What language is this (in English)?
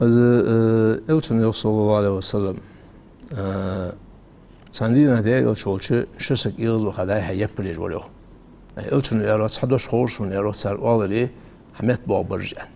Ingush